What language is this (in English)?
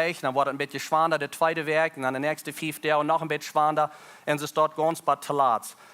Plautdietsch